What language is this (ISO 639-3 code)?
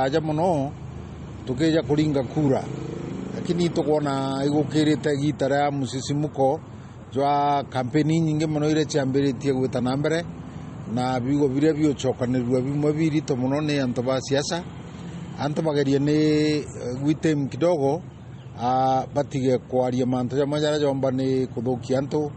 mer